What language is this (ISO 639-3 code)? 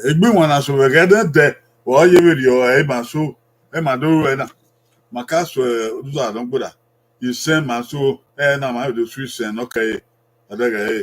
bin